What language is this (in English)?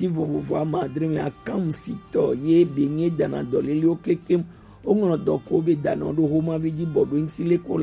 Gen